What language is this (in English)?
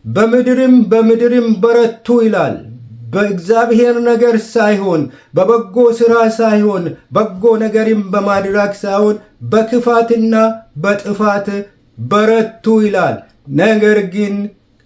Amharic